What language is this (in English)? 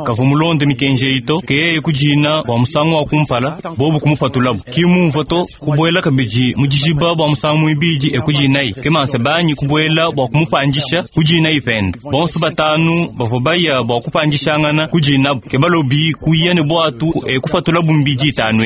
Luba-Lulua